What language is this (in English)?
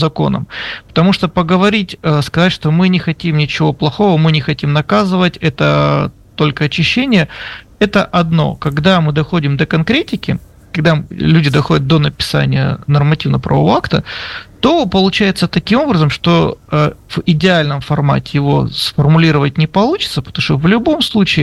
Russian